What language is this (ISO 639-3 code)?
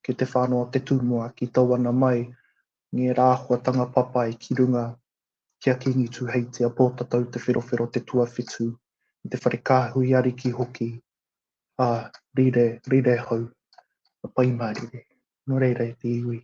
mri